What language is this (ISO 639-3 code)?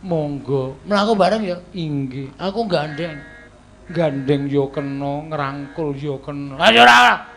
jav